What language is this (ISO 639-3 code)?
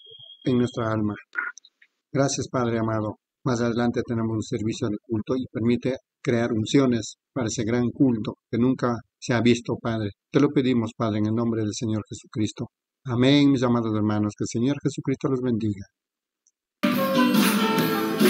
spa